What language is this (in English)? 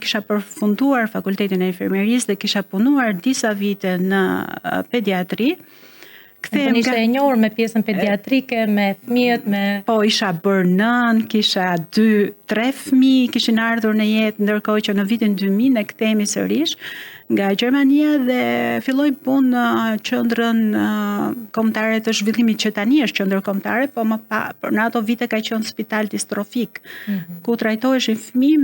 Albanian